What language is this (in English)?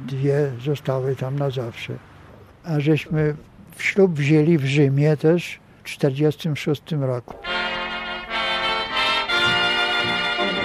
Polish